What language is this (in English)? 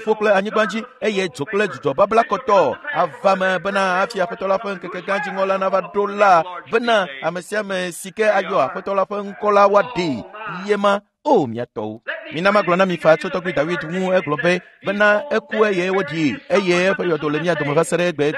Ewe